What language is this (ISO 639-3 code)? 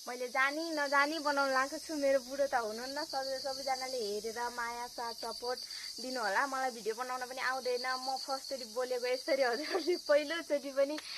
nep